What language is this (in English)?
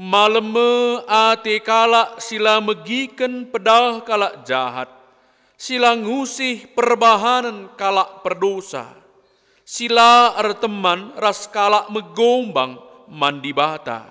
Batak Karo